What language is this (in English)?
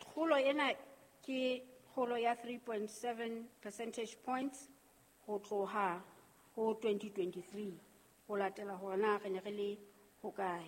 Southern Sotho